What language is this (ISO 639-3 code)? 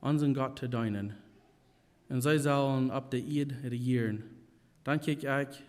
pdt